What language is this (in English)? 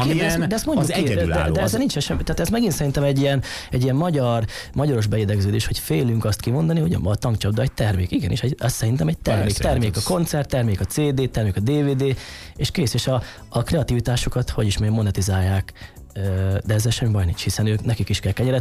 Hungarian